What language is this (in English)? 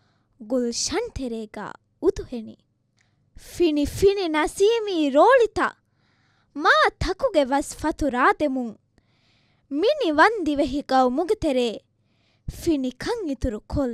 Divehi